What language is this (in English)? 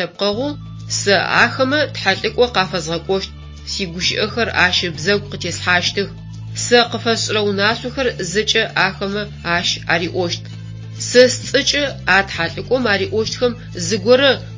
Adyghe